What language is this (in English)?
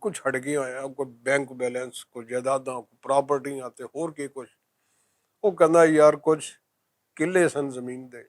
Western Panjabi